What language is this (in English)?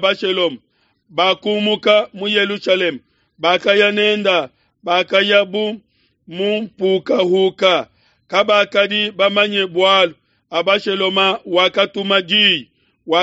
Luba-Lulua